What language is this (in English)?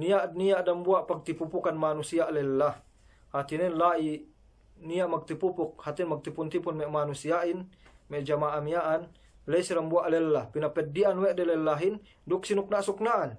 Yakan